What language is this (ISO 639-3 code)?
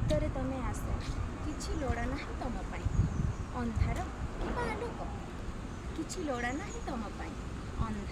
ori